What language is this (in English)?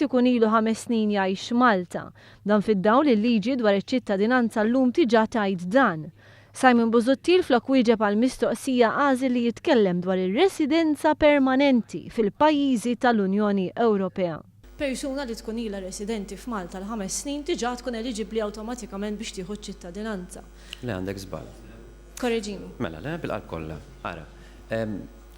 Maltese